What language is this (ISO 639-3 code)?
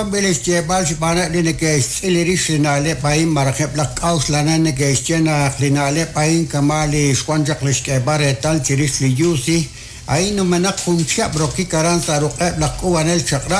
kek